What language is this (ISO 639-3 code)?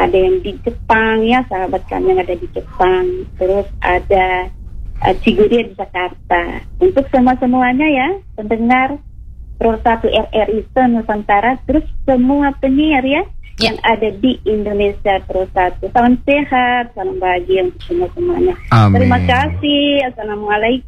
ind